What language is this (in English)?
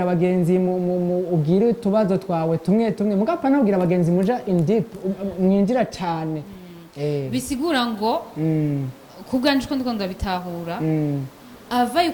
Rundi